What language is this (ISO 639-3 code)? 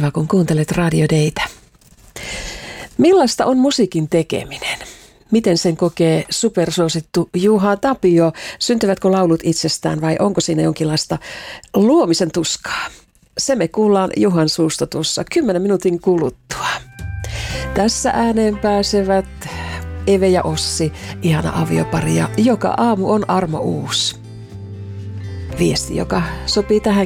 fin